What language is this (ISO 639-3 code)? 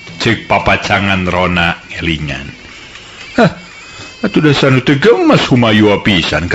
sun